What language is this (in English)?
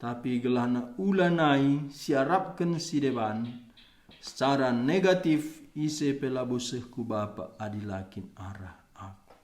Batak Karo